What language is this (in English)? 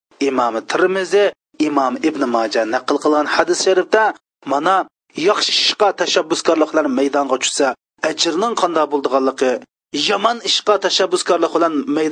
Uyghur